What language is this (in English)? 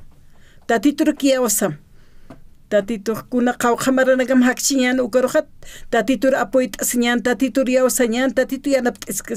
Aymara